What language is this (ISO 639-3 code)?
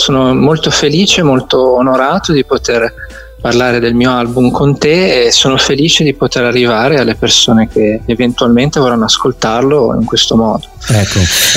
ita